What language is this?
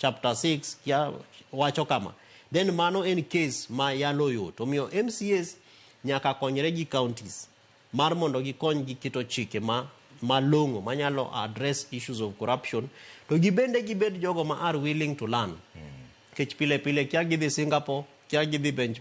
Luo (Kenya and Tanzania)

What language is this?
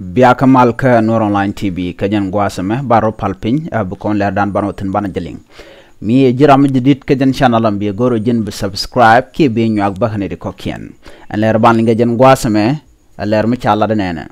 Nuer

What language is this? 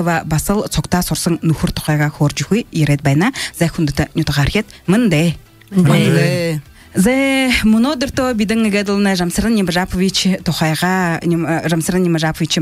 Buriat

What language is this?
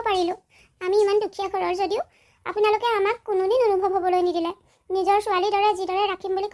Assamese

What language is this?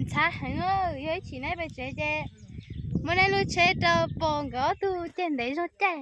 Hmong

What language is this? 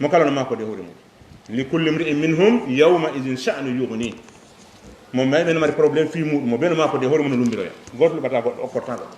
Fula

